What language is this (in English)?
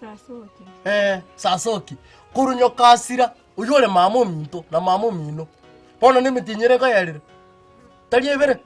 Gusii